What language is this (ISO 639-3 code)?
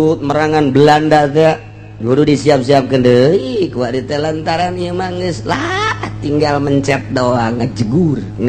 sun